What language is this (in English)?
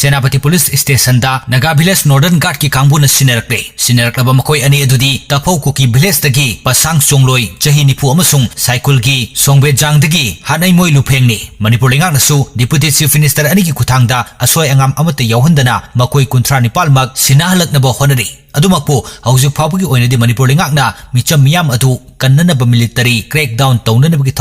Manipuri